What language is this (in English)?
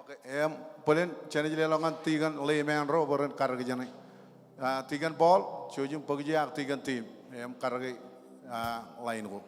Marshallese